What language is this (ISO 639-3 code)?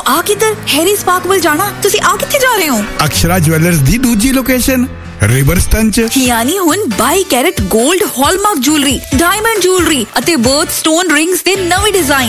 pan